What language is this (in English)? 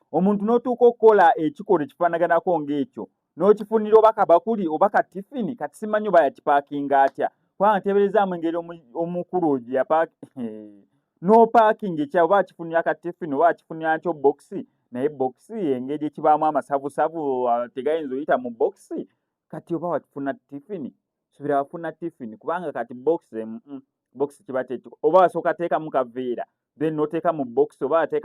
Ganda